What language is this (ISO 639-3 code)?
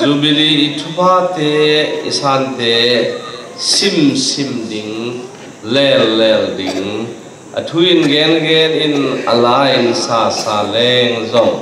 ctd